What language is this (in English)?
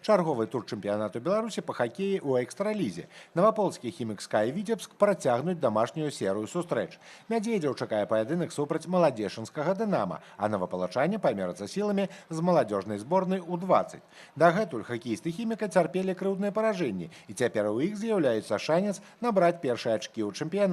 Belarusian